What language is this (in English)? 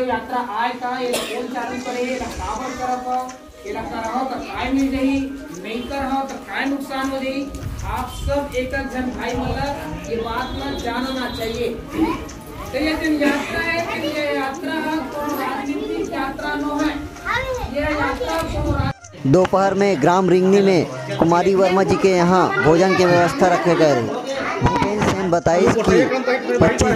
Chhattisgarhi